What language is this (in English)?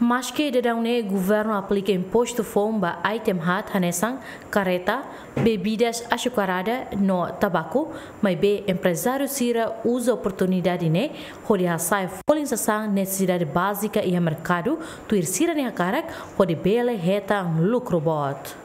Tetum